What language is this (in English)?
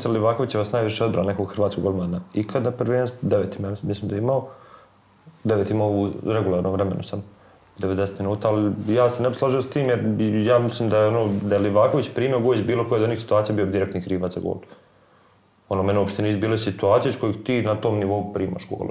Bosnian